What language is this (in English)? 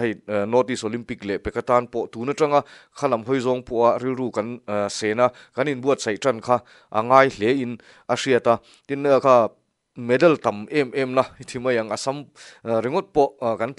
Mizo